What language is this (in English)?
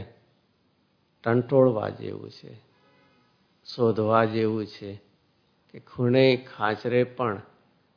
Gujarati